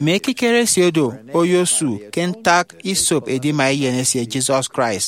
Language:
Efik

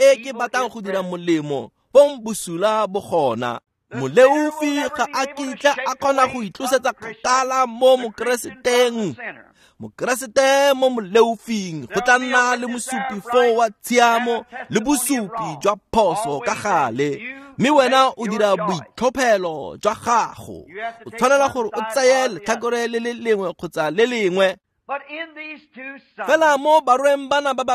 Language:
Tswana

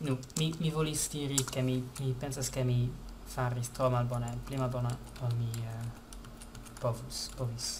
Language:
Esperanto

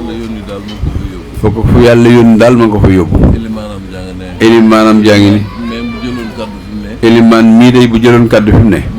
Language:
Wolof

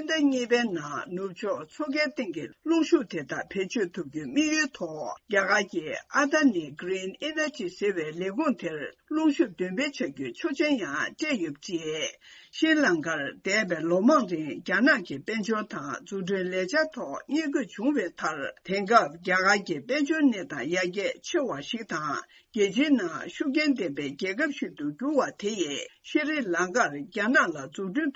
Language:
Tibetan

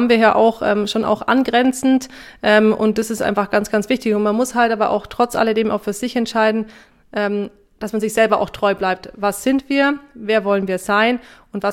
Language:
German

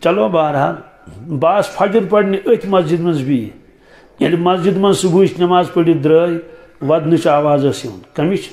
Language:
Kashmiri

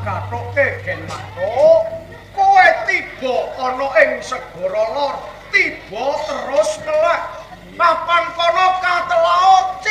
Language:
Javanese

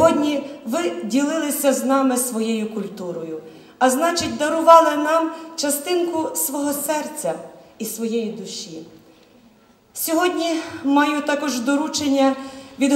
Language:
Ukrainian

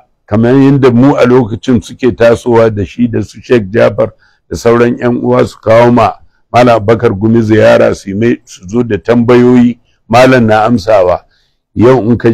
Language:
Hausa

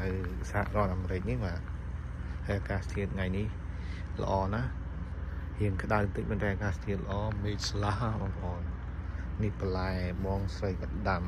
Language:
Khmer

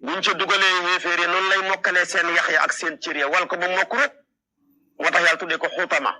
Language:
Wolof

